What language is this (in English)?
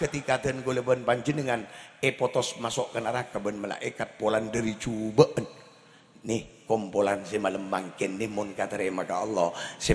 Madurese